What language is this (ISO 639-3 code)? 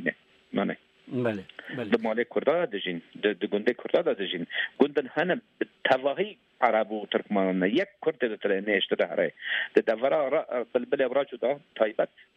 kur